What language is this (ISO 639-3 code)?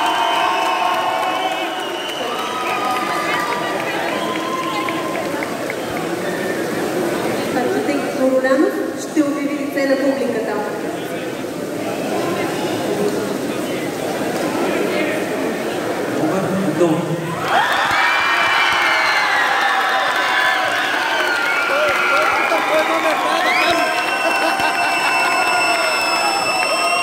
bul